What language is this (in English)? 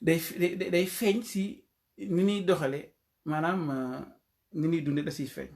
Wolof